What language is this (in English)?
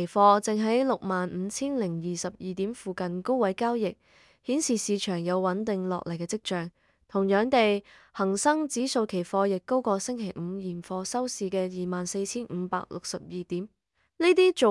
Cantonese